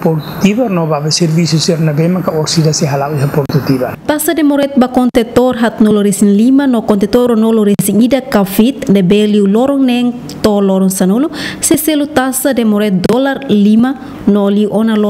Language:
Tetum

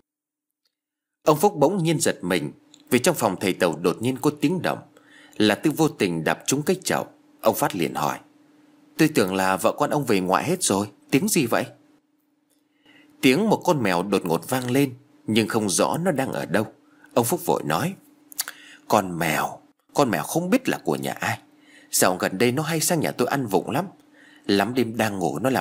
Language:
Vietnamese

